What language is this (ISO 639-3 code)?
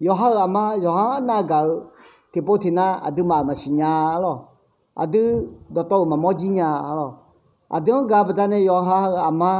ahk